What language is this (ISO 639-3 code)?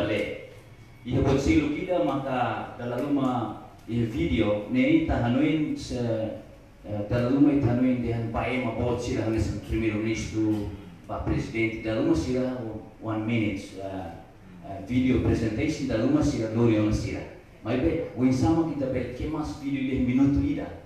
tet